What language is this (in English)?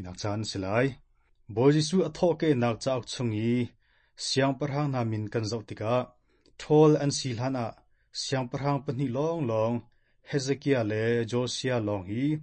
Hakha Chin